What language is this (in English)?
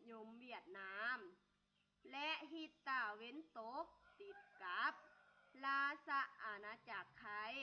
Lao